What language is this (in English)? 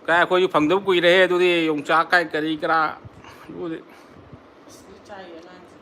Manipuri